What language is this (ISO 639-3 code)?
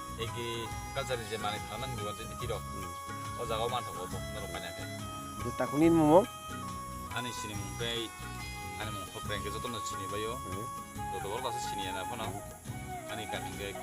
trp